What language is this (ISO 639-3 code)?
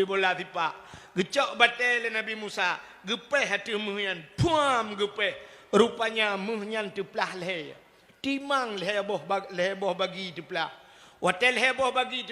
ace